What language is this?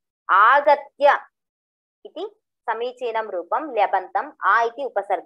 Sanskrit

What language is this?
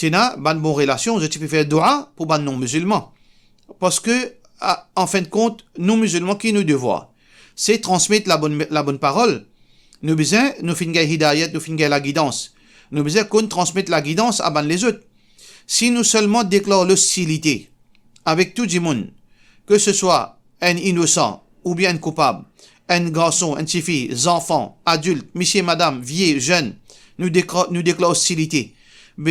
Morisyen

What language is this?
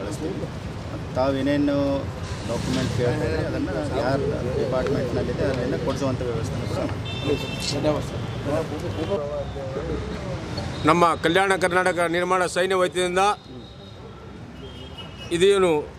Kannada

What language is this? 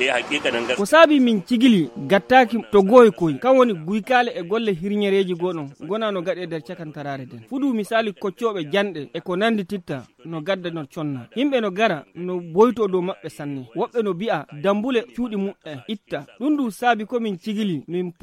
Nigerian Fulfulde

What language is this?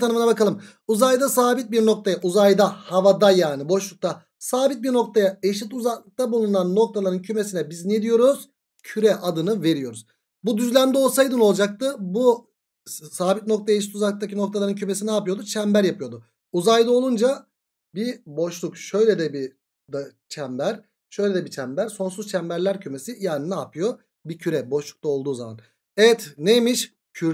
Turkish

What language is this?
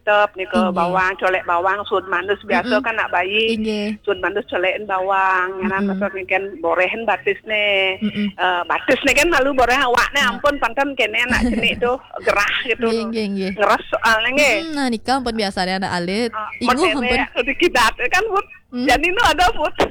Balinese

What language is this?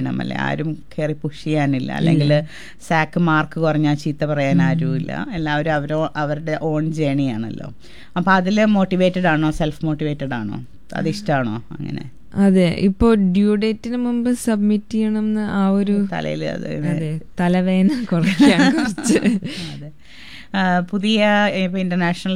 Malayalam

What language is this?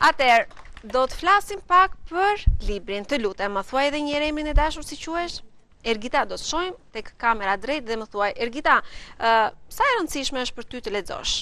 Albanian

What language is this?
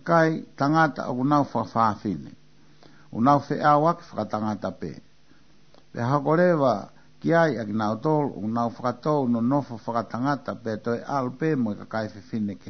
Tongan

